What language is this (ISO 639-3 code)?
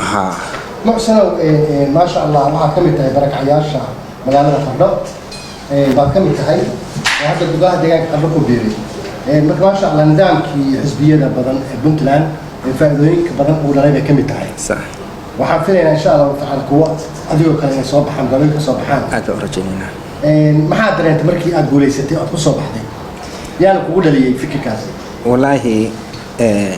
som